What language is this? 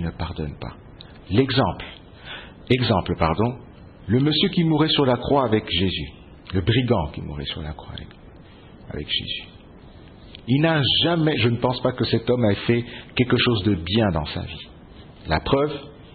French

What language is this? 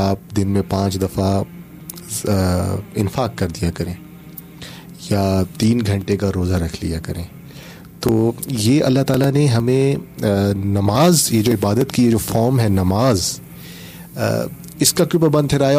Urdu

